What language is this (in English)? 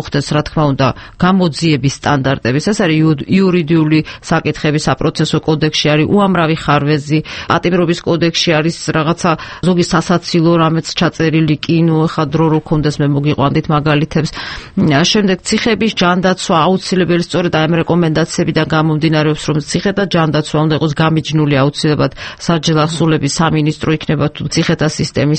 Georgian